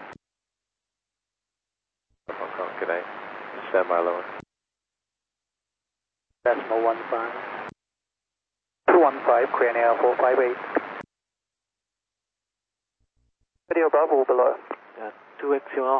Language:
English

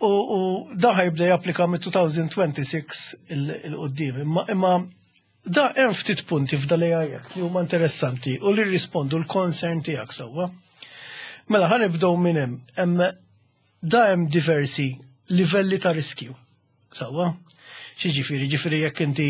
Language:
Maltese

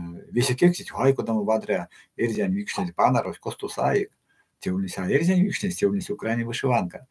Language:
Erzya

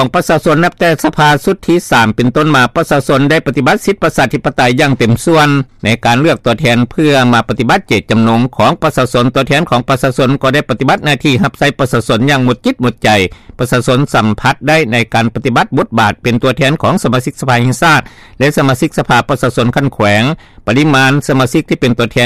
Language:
Lao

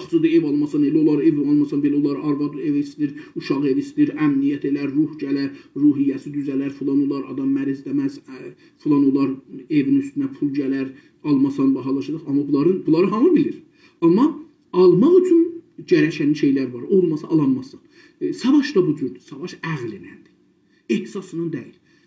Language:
South Azerbaijani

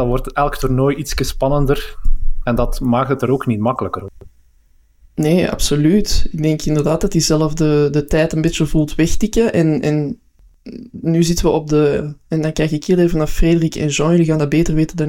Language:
Dutch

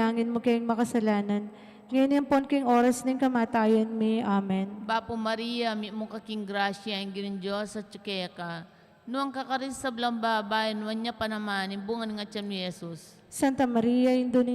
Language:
Pampanga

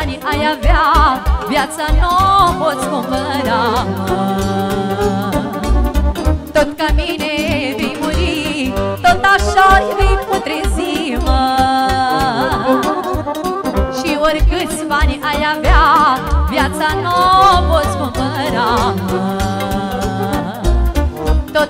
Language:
Romanian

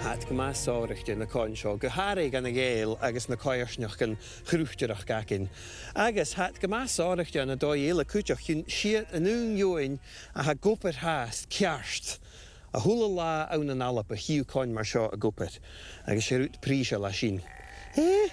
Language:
Scottish Gaelic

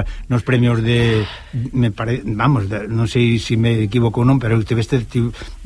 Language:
Galician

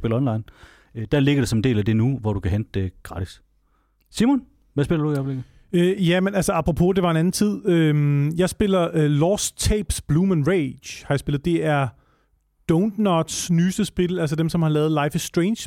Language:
Danish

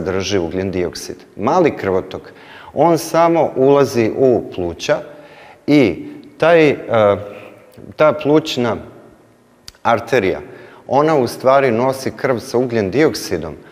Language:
Serbian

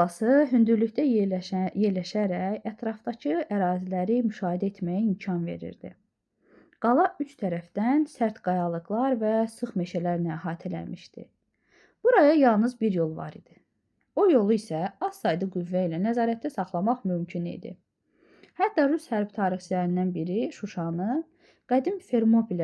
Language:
Azerbaijani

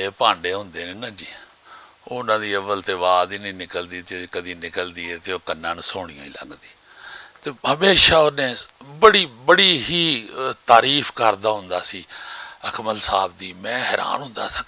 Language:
Western Panjabi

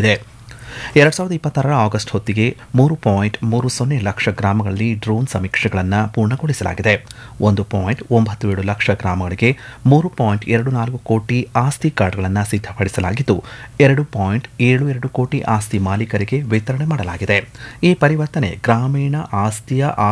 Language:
Kannada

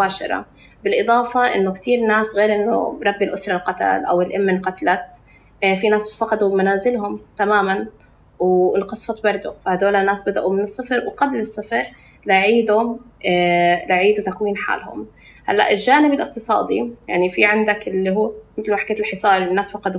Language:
North Levantine Arabic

